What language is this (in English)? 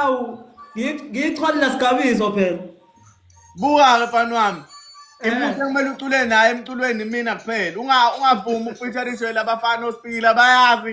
Zulu